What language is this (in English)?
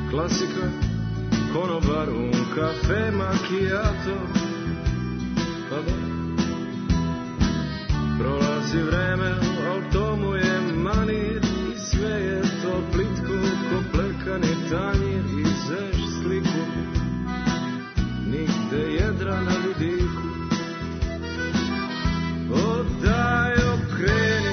Serbian